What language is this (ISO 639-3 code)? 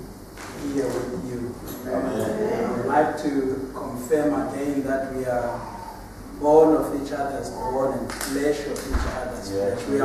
eng